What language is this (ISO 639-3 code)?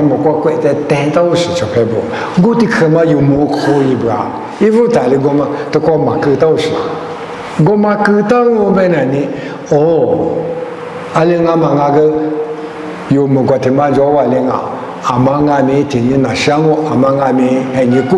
lis